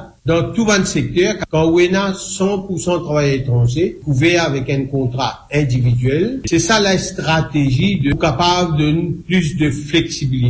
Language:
Morisyen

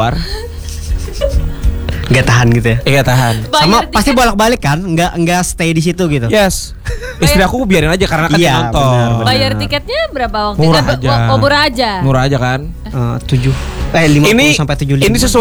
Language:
Indonesian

